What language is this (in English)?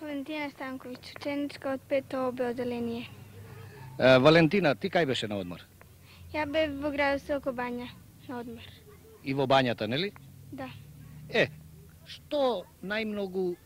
Macedonian